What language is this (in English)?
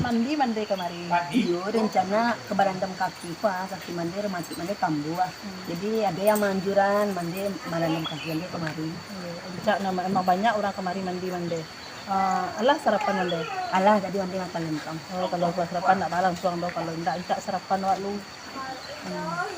Minangkabau